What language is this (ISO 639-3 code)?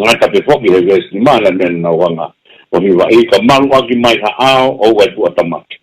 ton